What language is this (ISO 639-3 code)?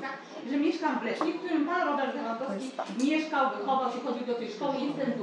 pol